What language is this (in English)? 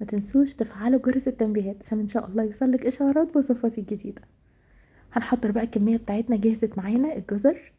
Egyptian Arabic